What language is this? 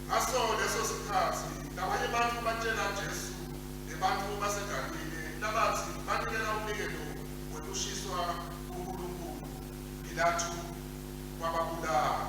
Swati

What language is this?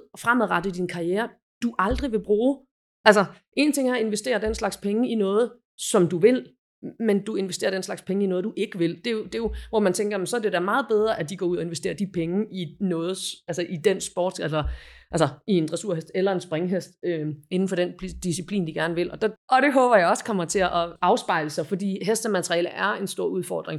Danish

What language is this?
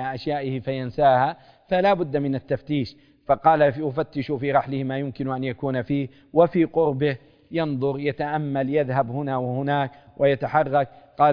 Arabic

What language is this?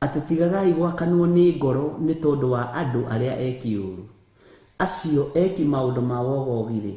Kikuyu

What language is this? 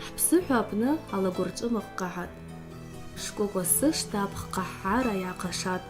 Abkhazian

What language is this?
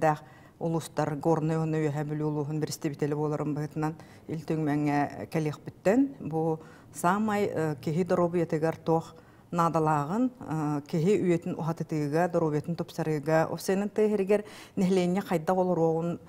Yakut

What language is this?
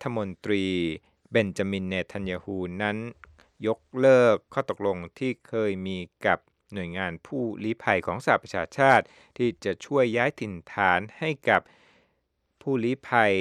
Thai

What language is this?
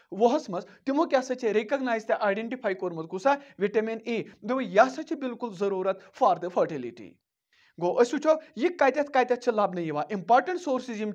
Kashmiri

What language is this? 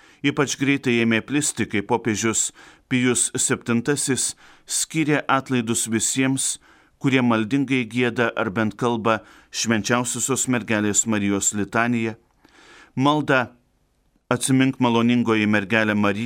Lithuanian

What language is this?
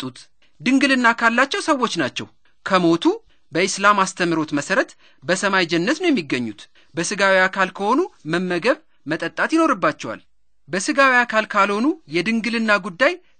Amharic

